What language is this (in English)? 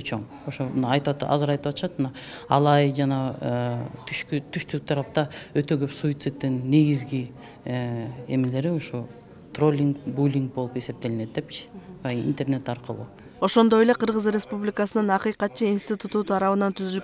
Kyrgyz